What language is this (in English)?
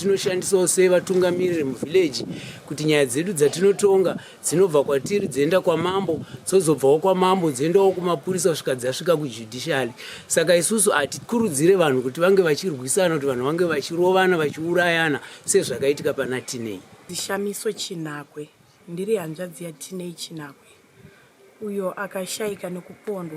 Shona